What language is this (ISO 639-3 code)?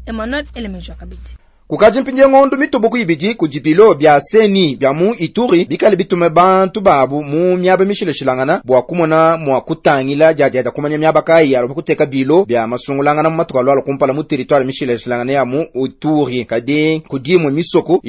lua